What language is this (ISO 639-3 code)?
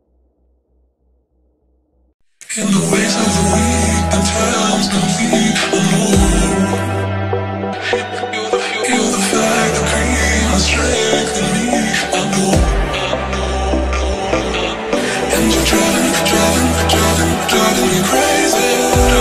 eng